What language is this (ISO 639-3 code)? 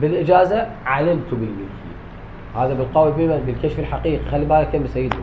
acm